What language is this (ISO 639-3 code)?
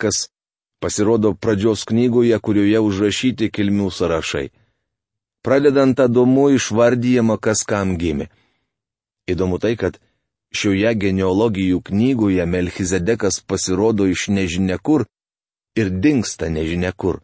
lit